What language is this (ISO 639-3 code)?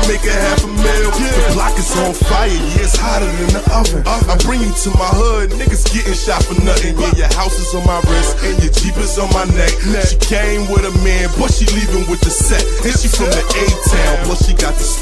eng